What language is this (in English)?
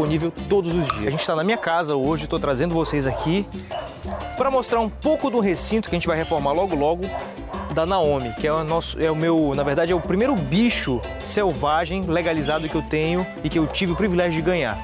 Portuguese